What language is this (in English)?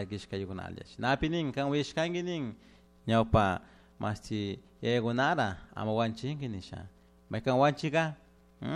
Chimborazo Highland Quichua